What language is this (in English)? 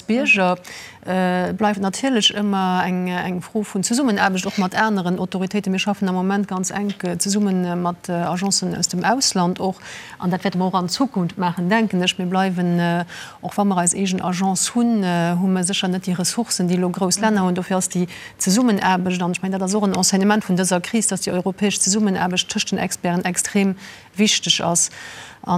Luxembourgish